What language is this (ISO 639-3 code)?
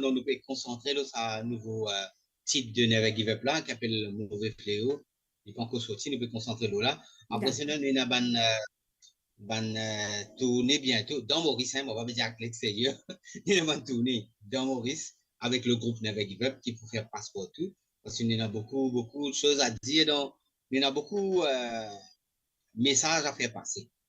mfe